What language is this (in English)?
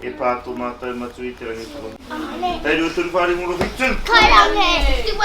Māori